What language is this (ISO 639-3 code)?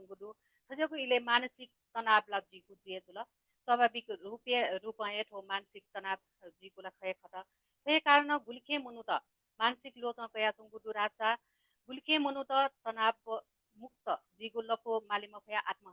new